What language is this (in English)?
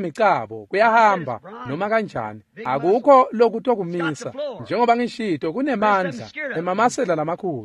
Swati